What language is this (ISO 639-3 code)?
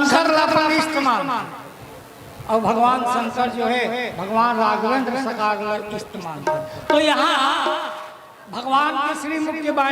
hne